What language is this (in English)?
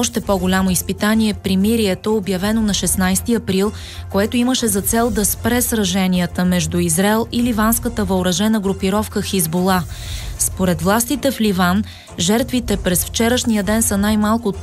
Bulgarian